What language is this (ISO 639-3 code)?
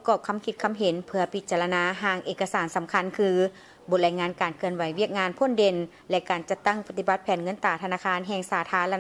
lao